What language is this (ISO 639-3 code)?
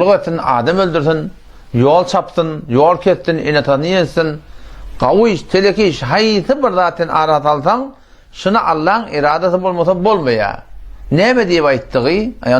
tuk